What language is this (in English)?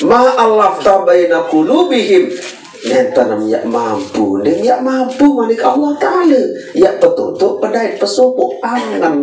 Sasak